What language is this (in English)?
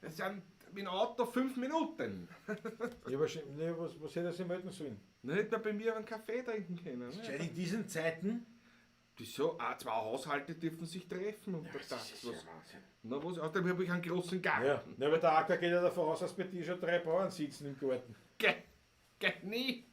Bavarian